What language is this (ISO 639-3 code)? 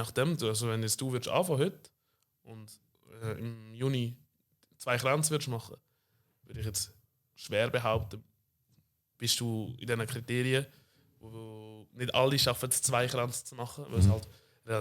gsw